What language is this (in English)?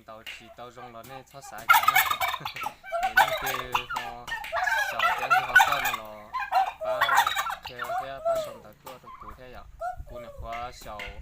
Hmong